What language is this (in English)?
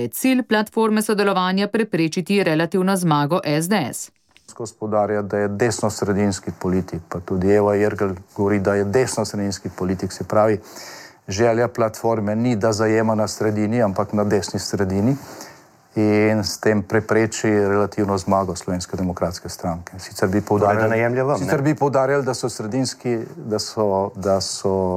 Slovenian